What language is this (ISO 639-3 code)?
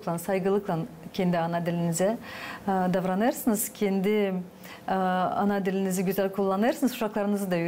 gag